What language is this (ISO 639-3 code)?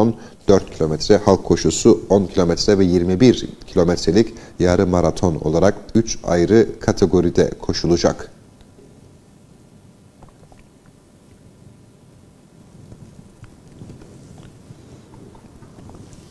tur